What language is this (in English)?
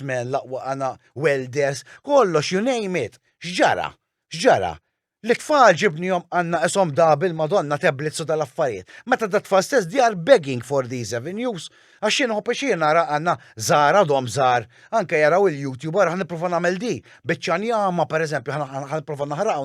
Maltese